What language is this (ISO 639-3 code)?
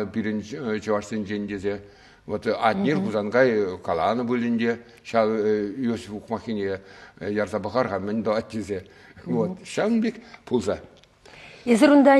chv